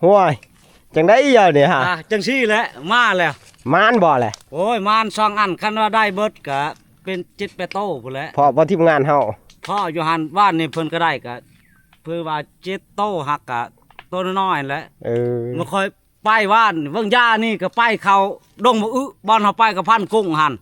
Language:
Northeastern Thai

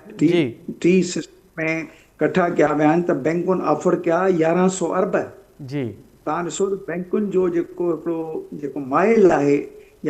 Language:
Sindhi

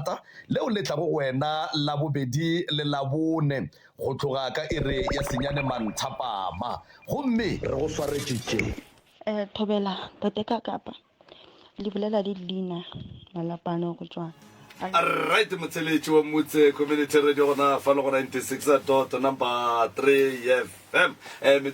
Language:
Northern Sotho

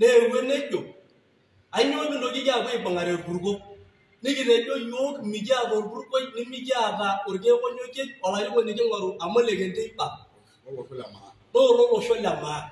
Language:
Masai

